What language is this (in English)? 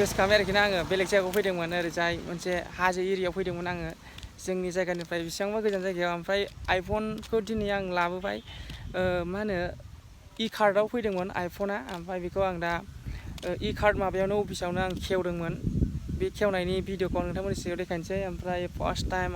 Bodo